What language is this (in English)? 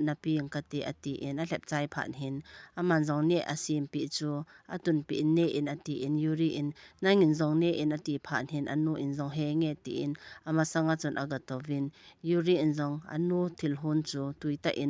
Thado Chin